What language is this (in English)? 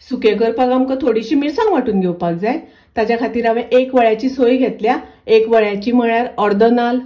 Konkani